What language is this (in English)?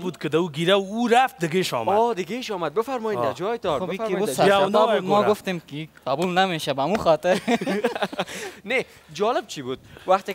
Persian